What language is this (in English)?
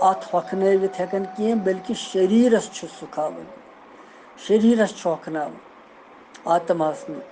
Kashmiri